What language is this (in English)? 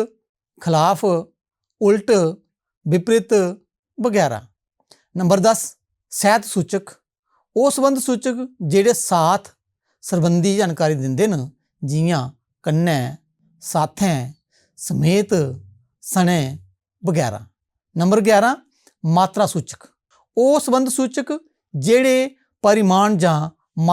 Dogri